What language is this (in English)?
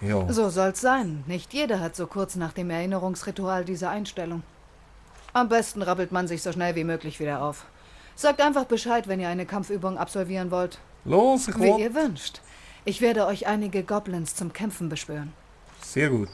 Swiss German